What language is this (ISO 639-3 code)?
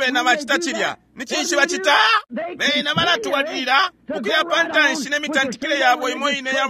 bem